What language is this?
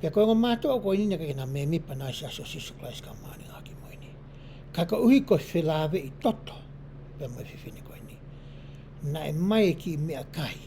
Tongan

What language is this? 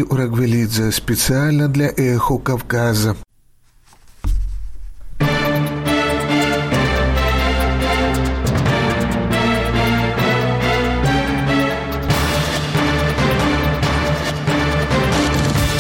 Russian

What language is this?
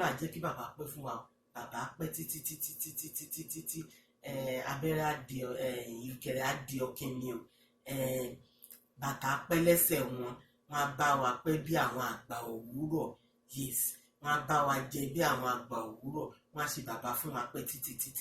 Yoruba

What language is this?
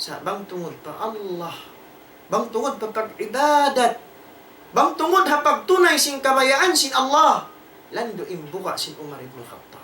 Tausug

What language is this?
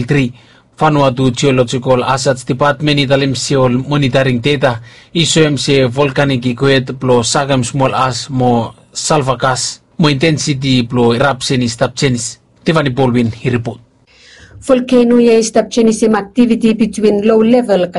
Bislama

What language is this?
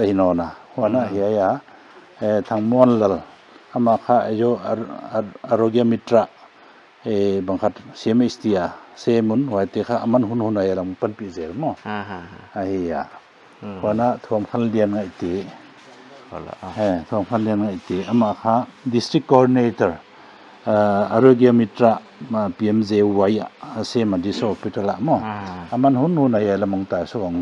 Paite Chin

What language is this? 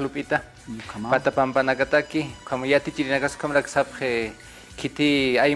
Aymara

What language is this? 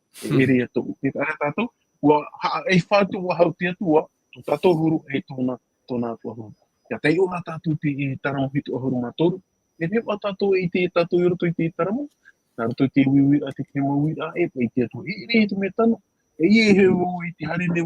Tahitian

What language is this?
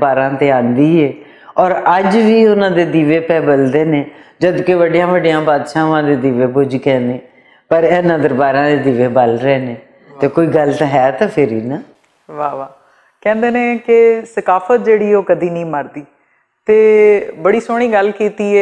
Western Panjabi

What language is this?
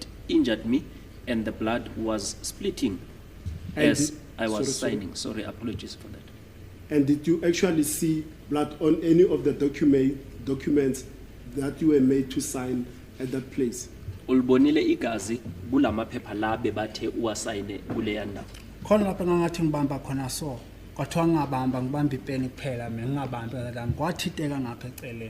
Zulu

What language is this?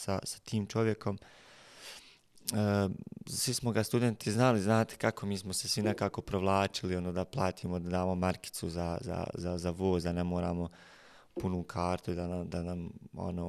Bosnian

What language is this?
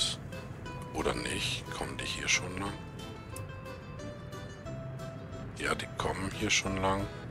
German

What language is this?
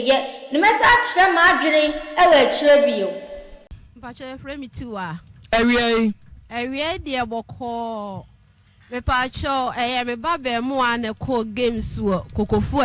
Akan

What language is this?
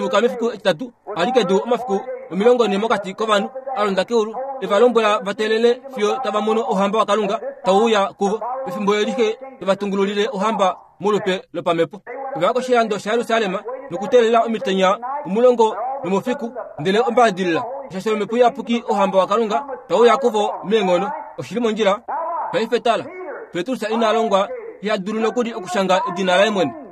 Kuanyama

